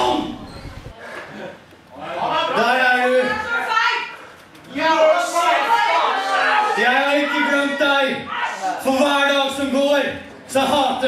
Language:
Norwegian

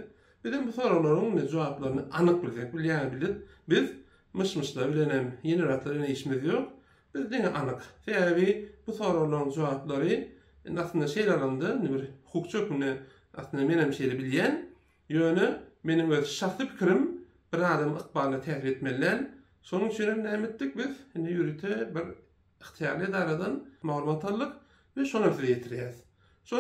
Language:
Turkmen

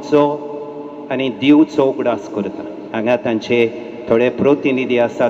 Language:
Konkani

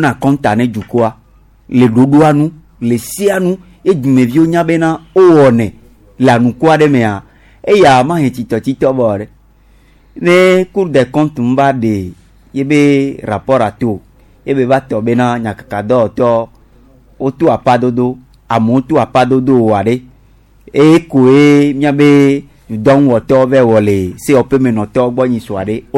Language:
Gen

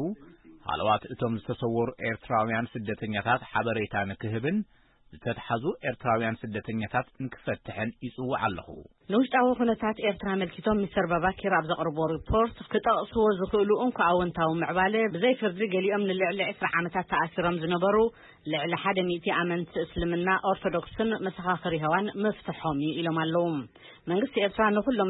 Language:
Tigrinya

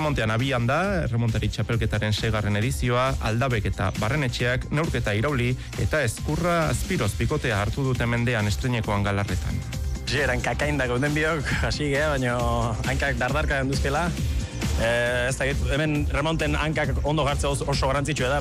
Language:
Basque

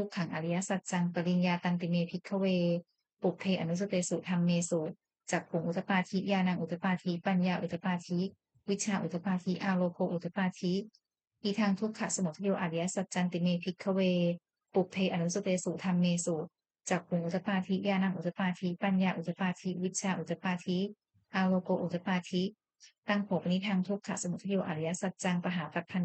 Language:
Pali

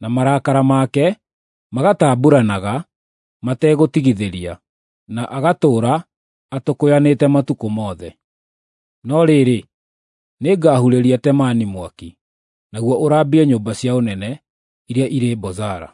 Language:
Kikuyu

